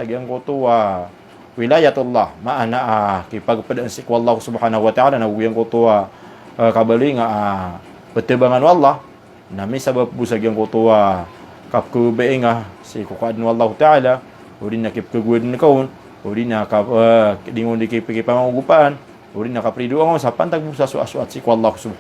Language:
Maranao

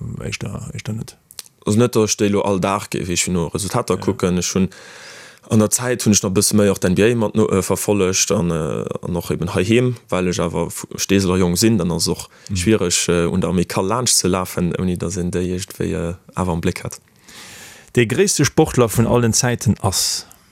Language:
Luxembourgish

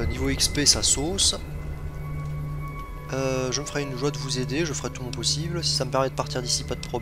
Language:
French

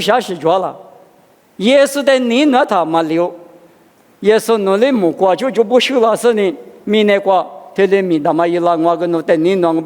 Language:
Lisu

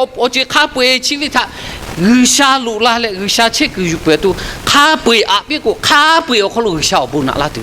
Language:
Lahu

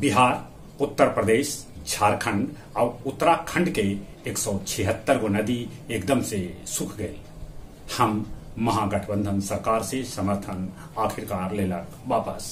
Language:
Magahi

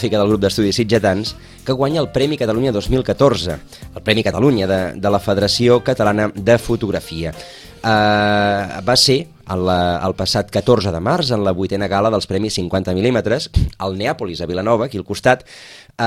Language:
Catalan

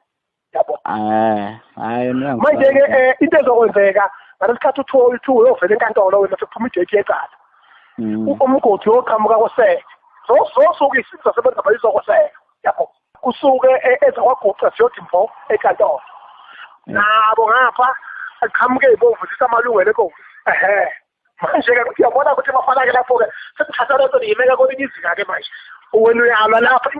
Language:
Zulu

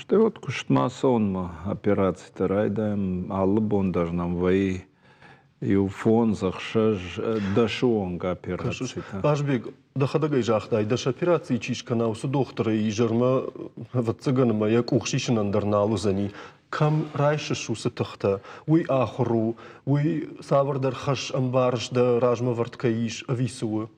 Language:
Ossetic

